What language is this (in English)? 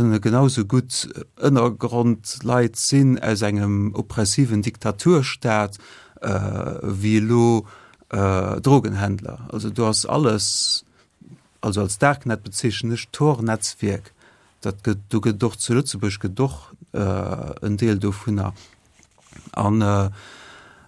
Luxembourgish